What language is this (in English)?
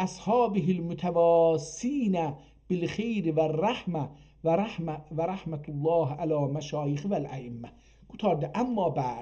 South Azerbaijani